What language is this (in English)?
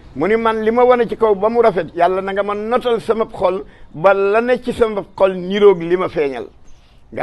Wolof